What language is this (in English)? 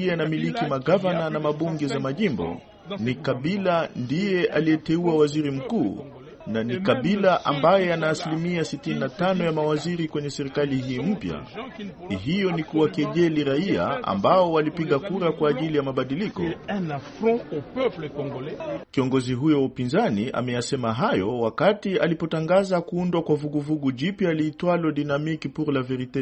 Swahili